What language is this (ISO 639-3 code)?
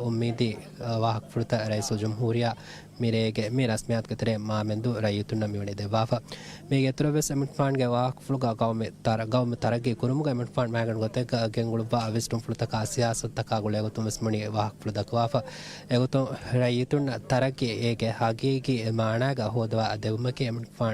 div